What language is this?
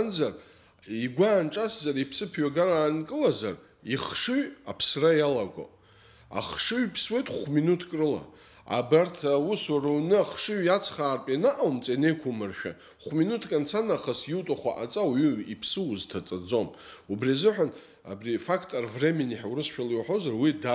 Abkhazian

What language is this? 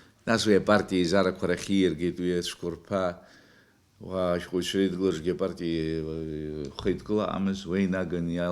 Abkhazian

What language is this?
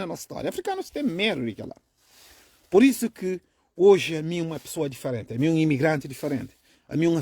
Kabuverdianu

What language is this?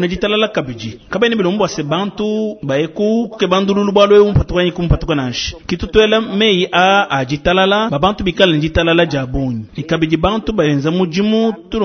Luba-Lulua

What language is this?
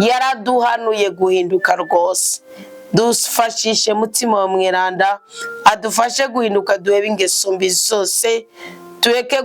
Rundi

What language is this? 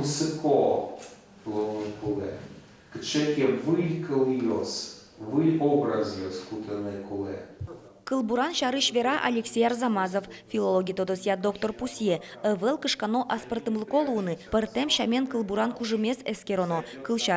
Udmurt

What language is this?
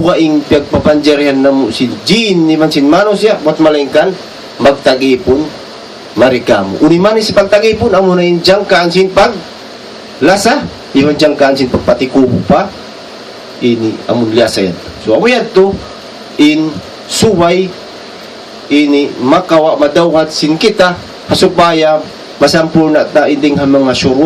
Tausug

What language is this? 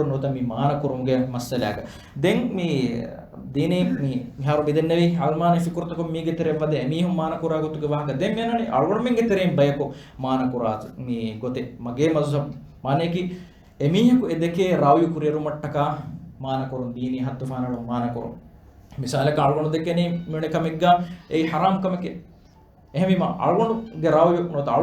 Divehi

